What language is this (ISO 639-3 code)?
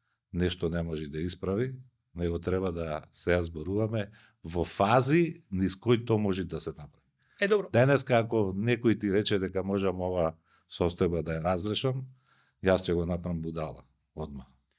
mkd